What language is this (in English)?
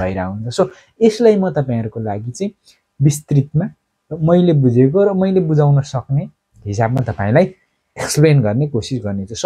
Nepali